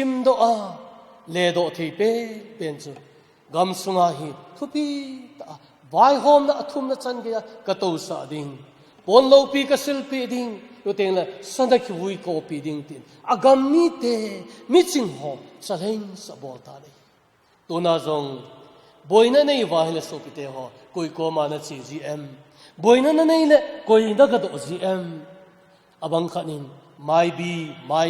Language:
Thado Chin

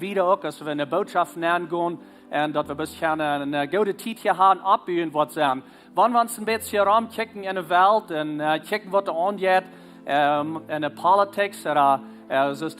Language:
Plautdietsch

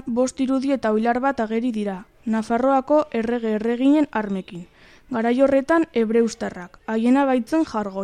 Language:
Basque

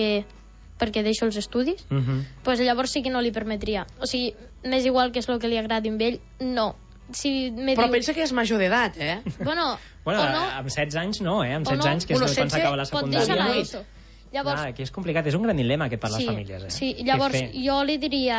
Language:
Catalan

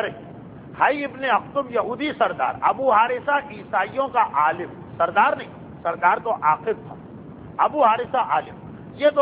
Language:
Urdu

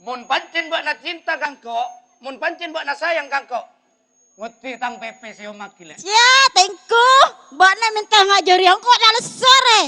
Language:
Madurese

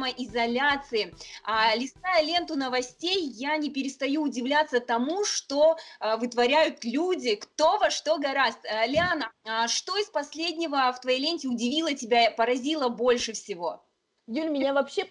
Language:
Russian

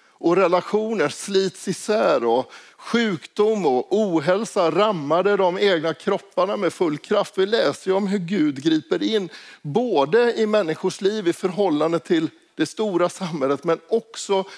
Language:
Swedish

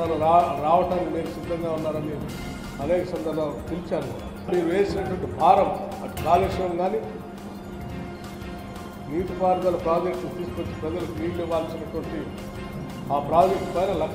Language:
Telugu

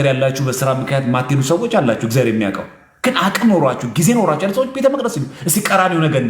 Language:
Amharic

